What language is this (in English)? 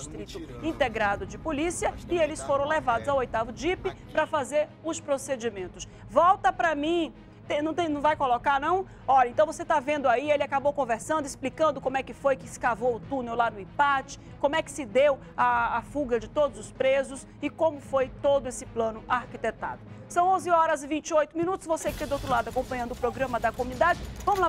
Portuguese